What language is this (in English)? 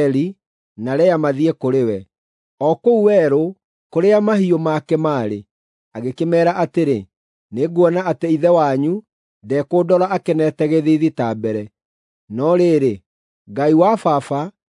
Kikuyu